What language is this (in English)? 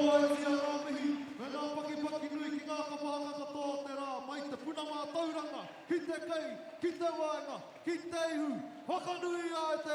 Māori